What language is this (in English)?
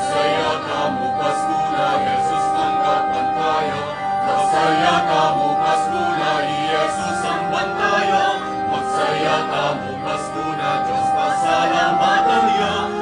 Pampanga